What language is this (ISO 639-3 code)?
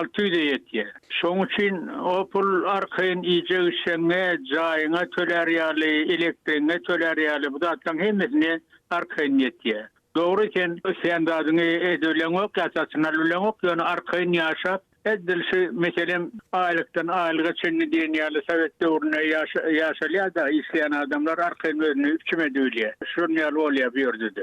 tuk